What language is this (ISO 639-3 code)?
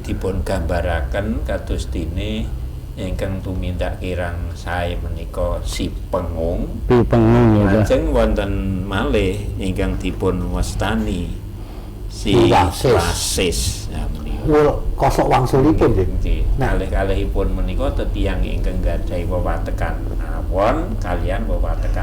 jav